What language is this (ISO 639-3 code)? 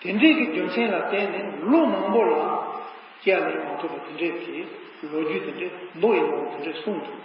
bod